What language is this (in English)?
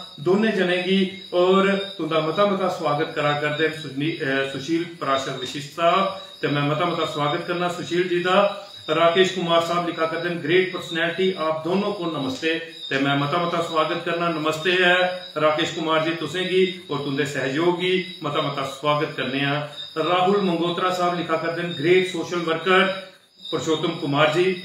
Dogri